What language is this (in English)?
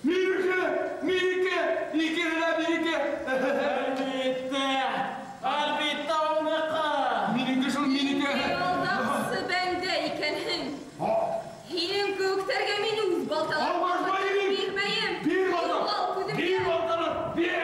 Bashkir